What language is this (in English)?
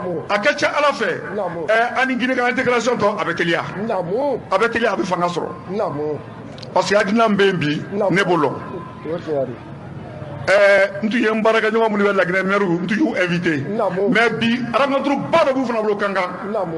Bambara